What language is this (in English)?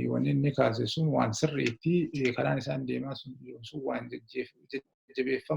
Oromo